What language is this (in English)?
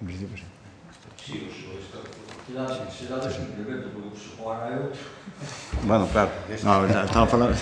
Galician